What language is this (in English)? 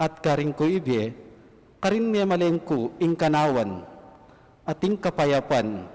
Pampanga